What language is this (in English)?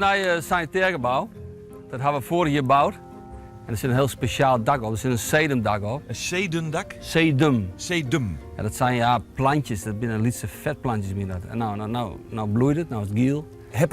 Western Frisian